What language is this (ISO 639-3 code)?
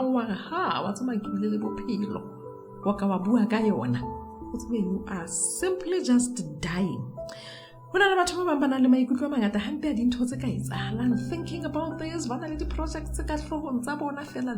sot